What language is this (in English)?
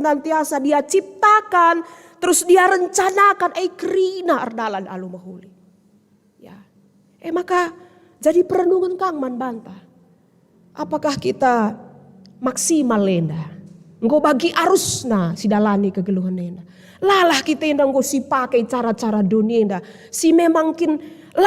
Batak Karo